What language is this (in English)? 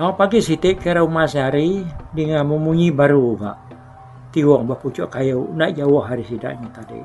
Iban